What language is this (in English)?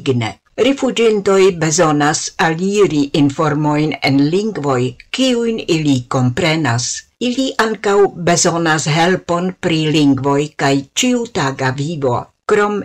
Esperanto